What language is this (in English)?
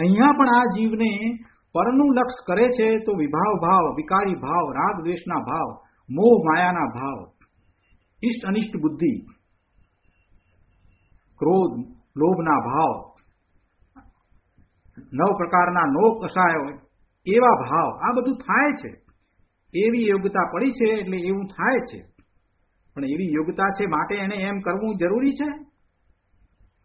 Gujarati